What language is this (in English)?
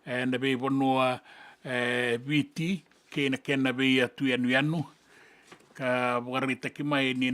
Fijian